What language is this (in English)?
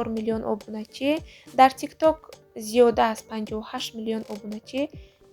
Tajik